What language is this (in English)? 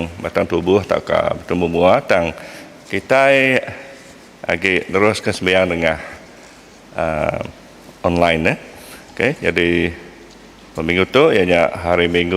Iban